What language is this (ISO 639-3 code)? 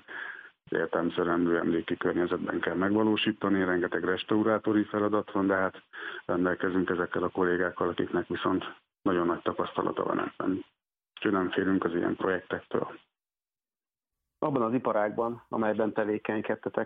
hun